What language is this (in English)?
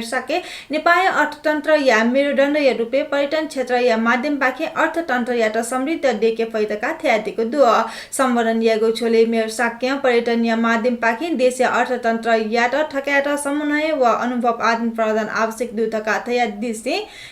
Newari